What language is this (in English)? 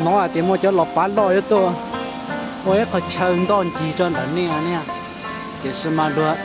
Hmong